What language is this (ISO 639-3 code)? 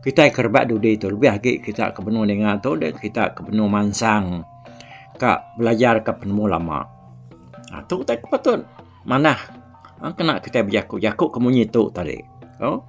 iba